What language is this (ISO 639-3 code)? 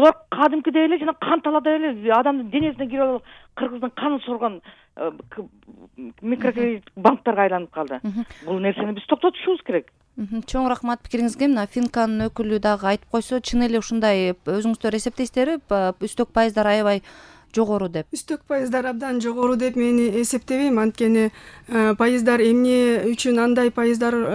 kir